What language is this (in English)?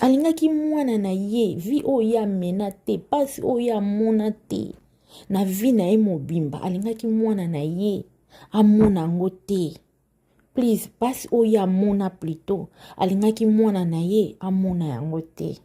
Lingala